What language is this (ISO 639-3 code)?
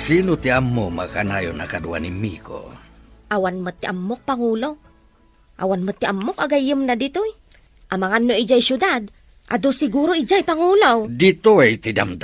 ilo